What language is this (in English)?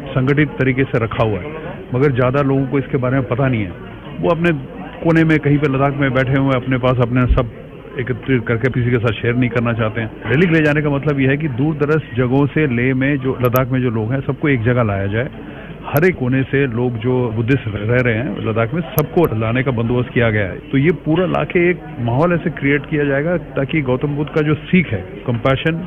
Hindi